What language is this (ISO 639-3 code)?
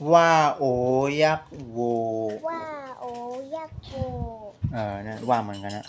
shn